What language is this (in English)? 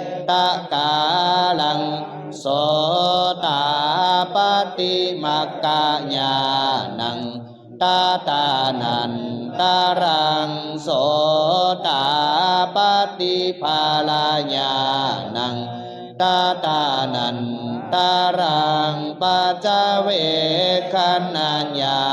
Pali